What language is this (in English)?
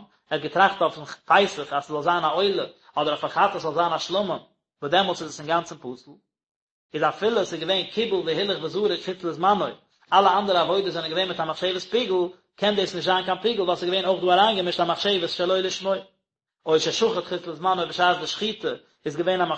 Yiddish